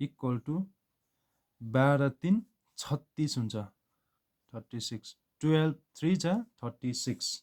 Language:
Nepali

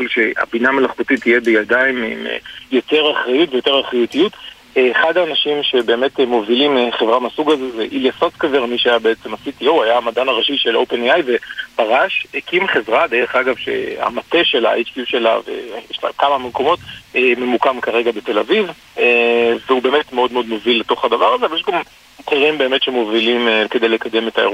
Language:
Hebrew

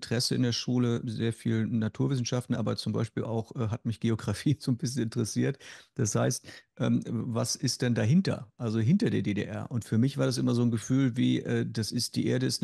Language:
Swiss German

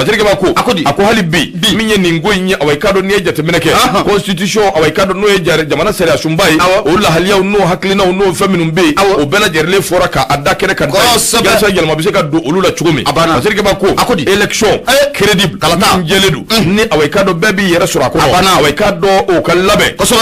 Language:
Bambara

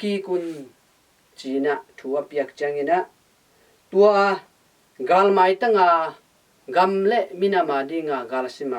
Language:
Tedim Chin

